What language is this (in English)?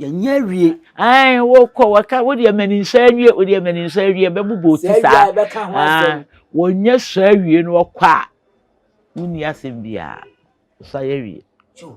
Akan